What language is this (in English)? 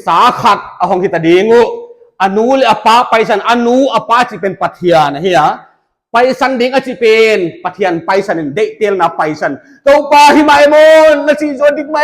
Paite Chin